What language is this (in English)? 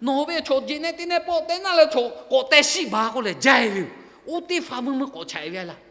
Lahu